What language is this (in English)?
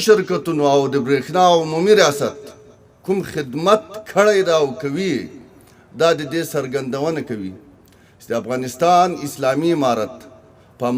Pashto